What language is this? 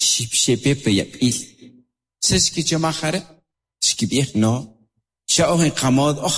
Kʼicheʼ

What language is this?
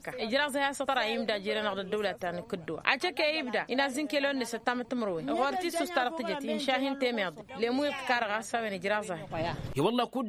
Tamasheq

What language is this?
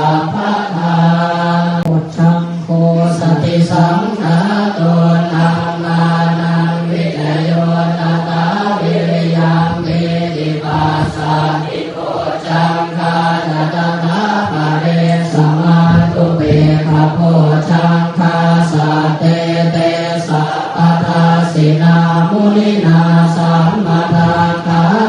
Pali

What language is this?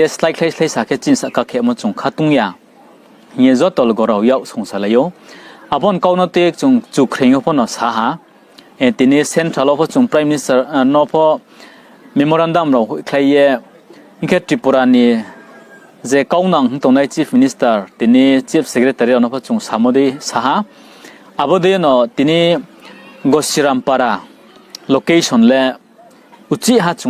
Riang (India)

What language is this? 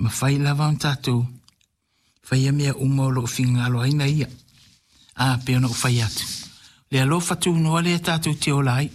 Samoan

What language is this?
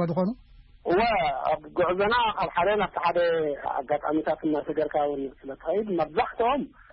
Tigrinya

